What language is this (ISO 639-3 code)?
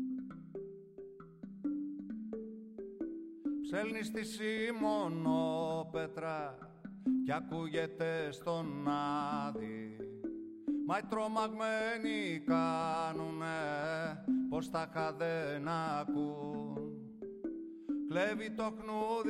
ell